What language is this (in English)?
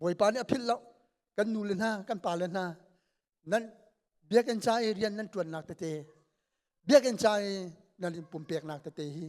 Hakha Chin